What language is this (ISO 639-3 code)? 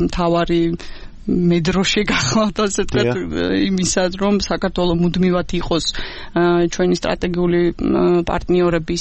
kat